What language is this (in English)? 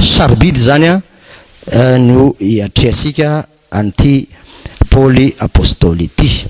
Malagasy